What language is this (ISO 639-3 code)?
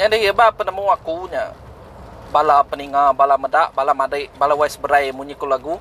iba